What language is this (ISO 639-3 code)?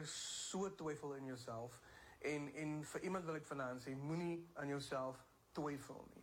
afr